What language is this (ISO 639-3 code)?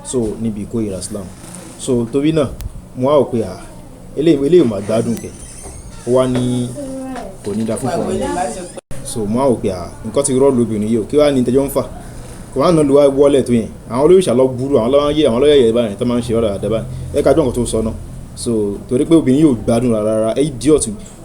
yor